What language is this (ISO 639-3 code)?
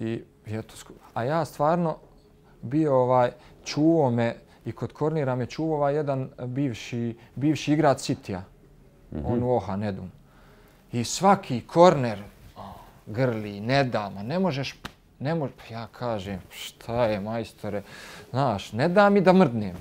bos